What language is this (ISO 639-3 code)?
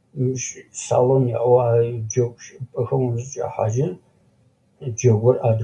ady